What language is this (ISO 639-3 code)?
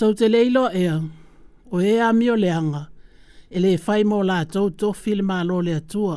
smo